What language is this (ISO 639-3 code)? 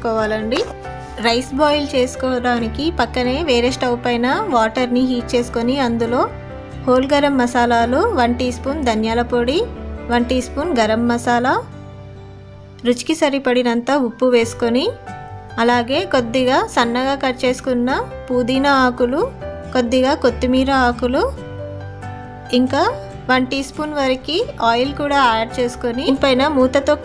tel